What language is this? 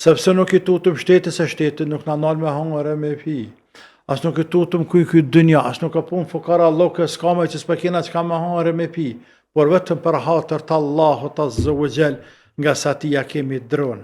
Albanian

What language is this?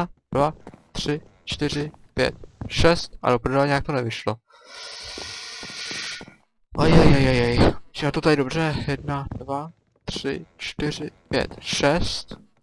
Czech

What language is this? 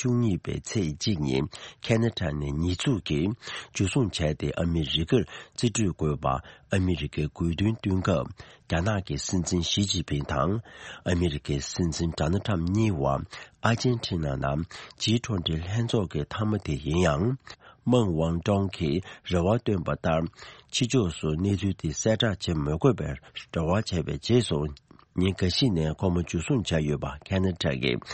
Tibetan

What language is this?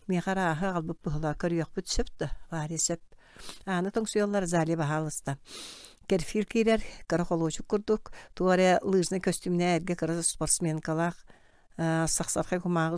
Yakut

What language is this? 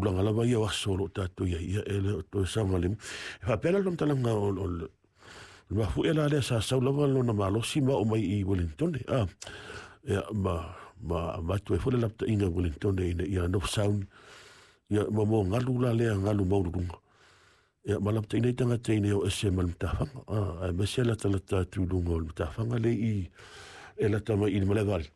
Samoan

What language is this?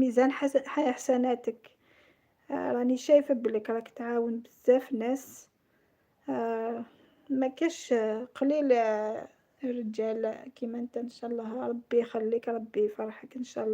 Algerian Arabic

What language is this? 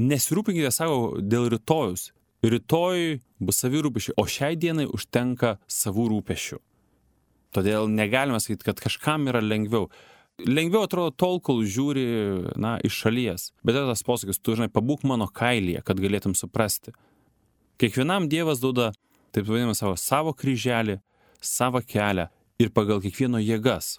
Lithuanian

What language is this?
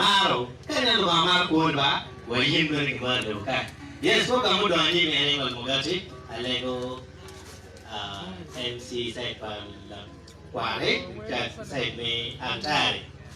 Acoli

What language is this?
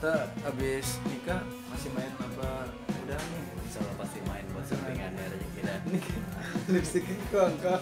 Betawi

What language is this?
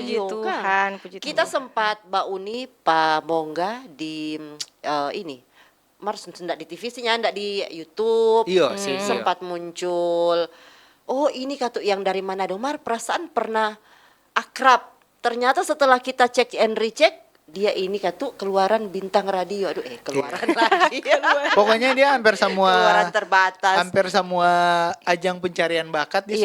Manado Malay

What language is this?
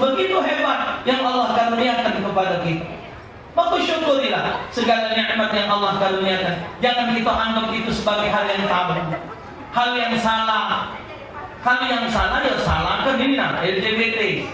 Musi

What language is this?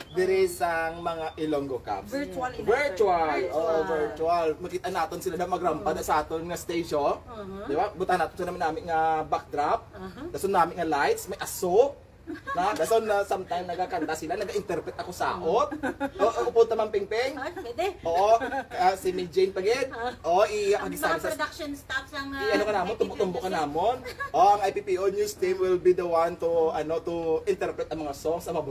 Hiligaynon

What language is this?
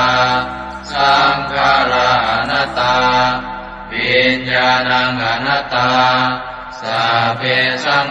Pali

